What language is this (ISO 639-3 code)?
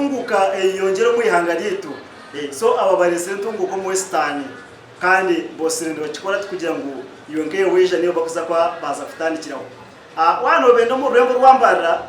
nyn